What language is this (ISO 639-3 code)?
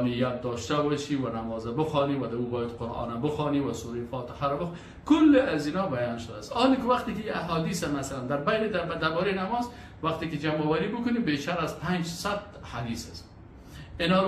fas